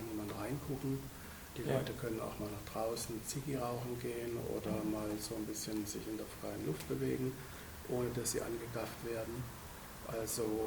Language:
Swiss German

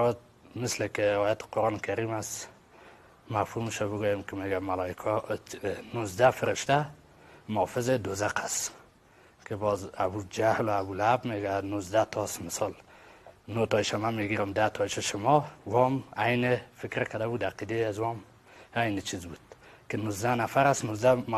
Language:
Persian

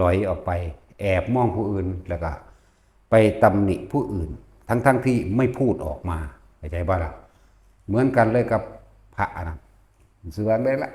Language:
Northeastern Thai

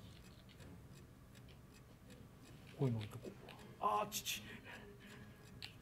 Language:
Japanese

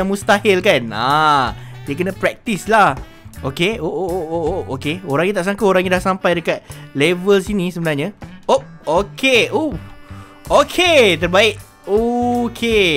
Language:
Malay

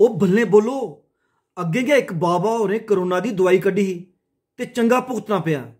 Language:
Dogri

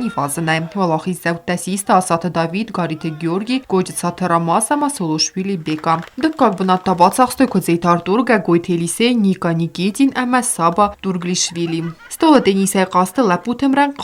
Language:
Ossetic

